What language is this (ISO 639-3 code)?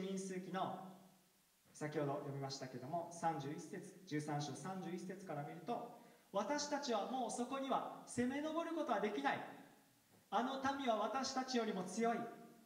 jpn